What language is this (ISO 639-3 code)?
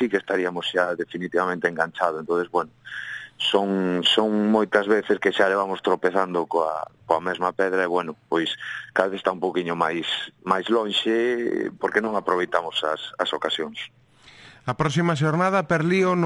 glg